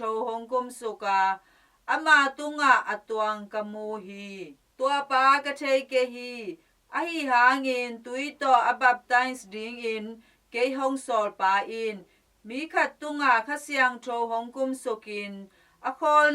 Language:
Tedim Chin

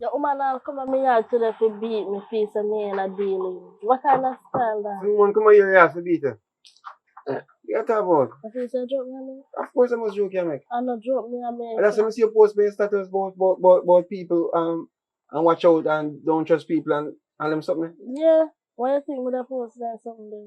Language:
Jamaican Creole English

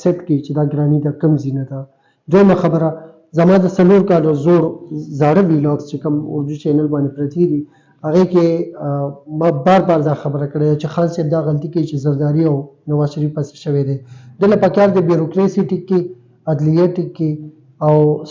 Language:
Pashto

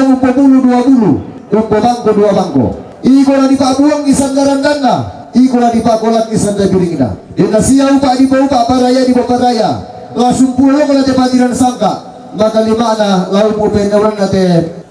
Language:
Toraja-Sa'dan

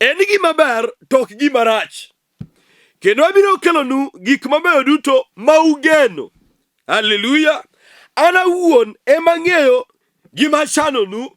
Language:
Luo (Kenya and Tanzania)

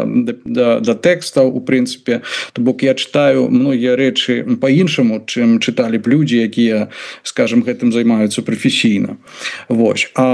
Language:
Belarusian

